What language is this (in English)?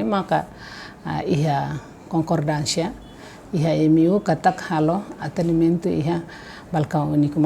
Tetum